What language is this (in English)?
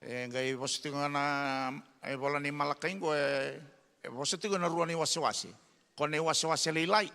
Fijian